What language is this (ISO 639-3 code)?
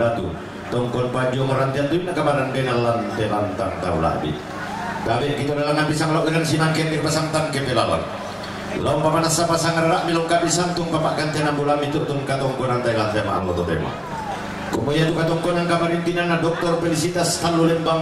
sda